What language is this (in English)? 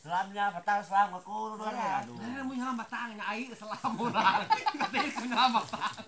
Iban